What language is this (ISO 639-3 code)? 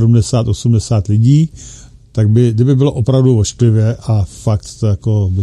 ces